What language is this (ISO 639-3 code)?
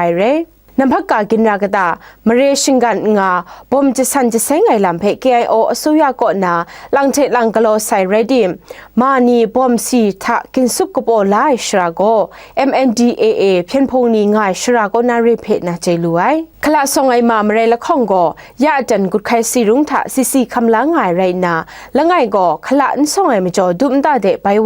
kac